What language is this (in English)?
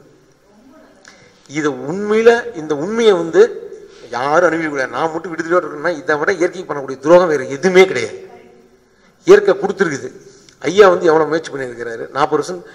Tamil